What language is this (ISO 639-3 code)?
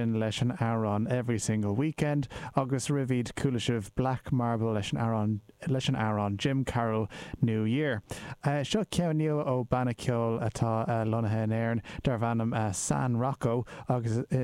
gle